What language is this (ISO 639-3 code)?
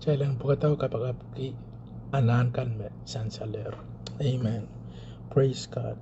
pon